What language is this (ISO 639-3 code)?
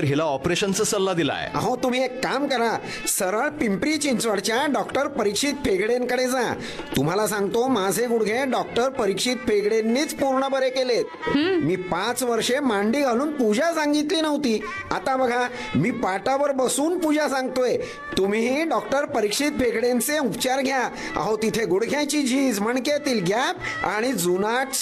mar